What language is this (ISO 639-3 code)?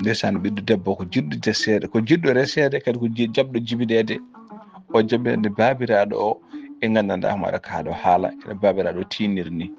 ful